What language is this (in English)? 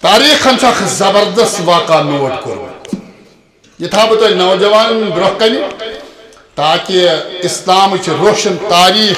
Kashmiri